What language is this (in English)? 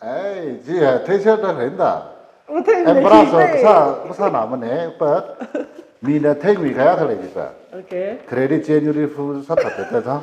Tangkhul Naga (India)